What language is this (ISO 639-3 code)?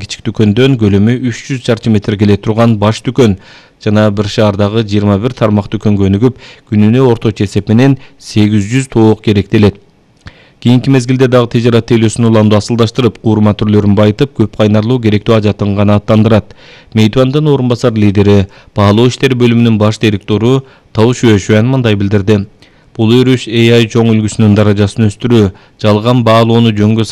kir